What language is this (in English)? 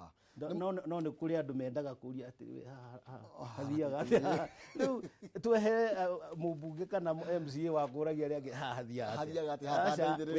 Kikuyu